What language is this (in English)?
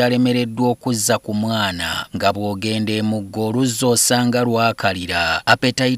Ganda